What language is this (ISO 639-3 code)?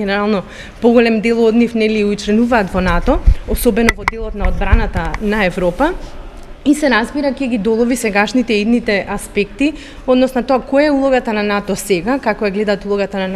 mkd